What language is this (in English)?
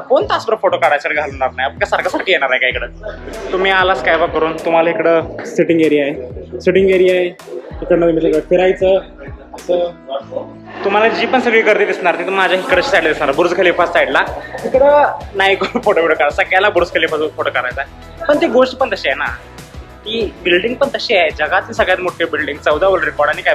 Marathi